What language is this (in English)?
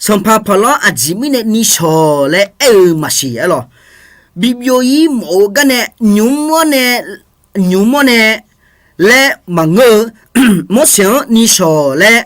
Akha